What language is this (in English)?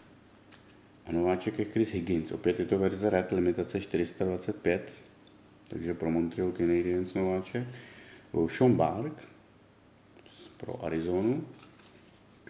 Czech